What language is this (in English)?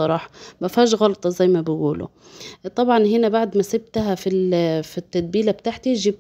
Egyptian Arabic